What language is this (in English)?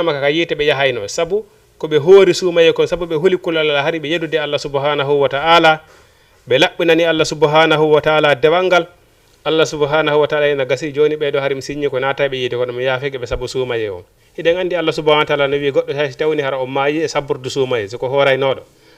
Fula